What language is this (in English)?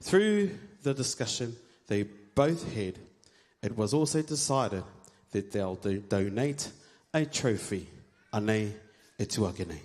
Māori